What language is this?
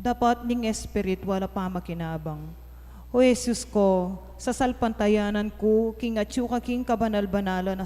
Pampanga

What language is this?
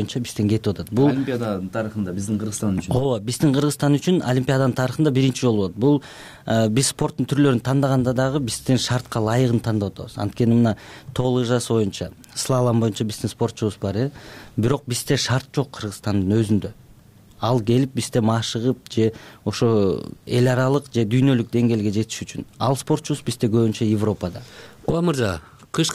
Kyrgyz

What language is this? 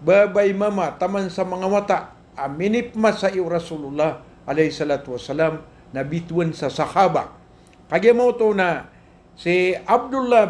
Maranao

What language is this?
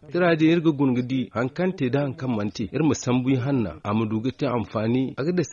Zarma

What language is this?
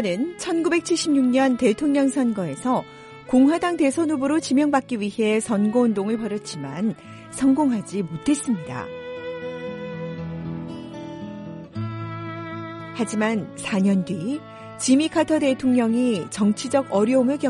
Korean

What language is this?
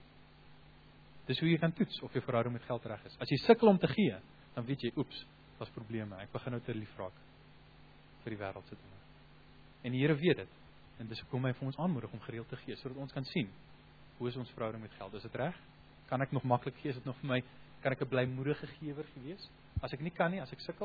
Afrikaans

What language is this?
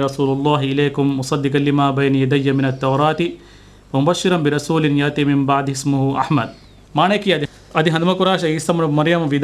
Divehi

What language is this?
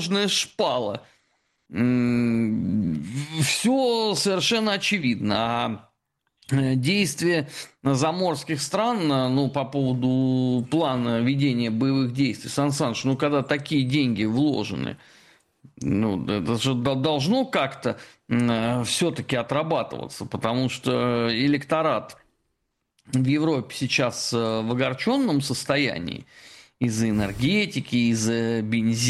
Russian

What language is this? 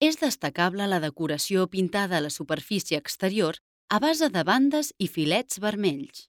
Catalan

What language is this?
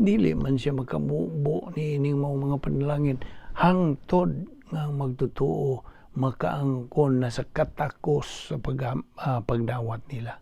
Cebuano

